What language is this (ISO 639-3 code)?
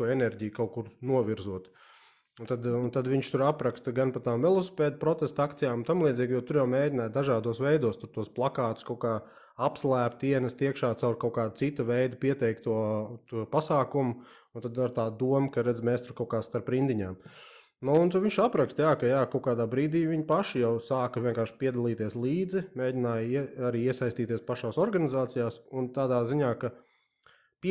lav